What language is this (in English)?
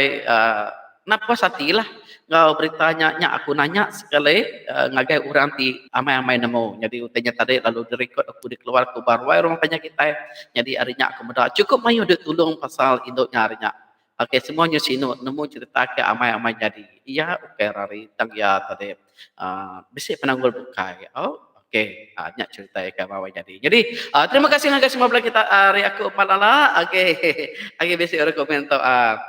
Iban